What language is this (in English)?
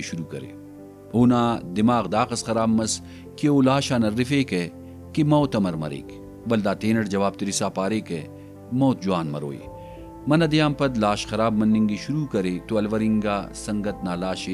Brahui